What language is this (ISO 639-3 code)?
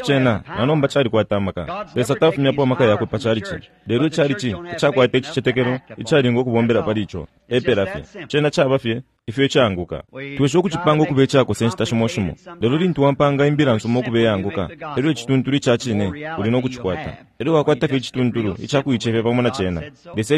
bem